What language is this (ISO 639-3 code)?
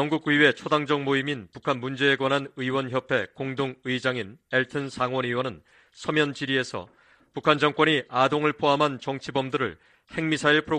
kor